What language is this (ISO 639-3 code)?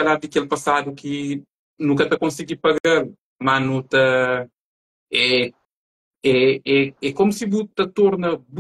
kea